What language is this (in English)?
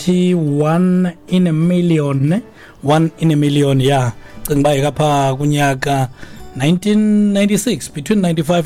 Xhosa